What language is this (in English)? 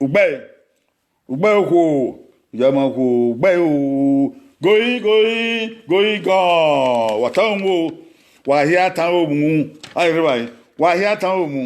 Bini